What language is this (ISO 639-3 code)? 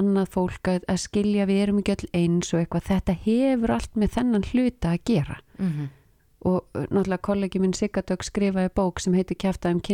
isl